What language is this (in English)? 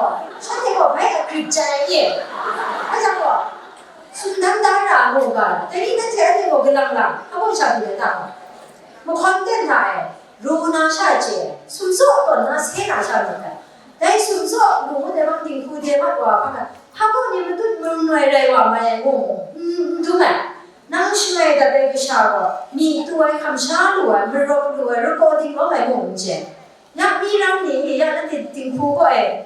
Kachin